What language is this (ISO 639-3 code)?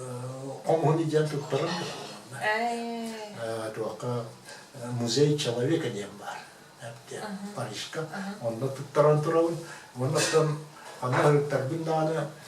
sah